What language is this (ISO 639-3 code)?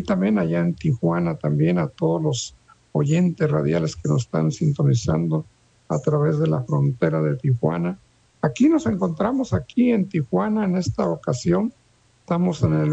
spa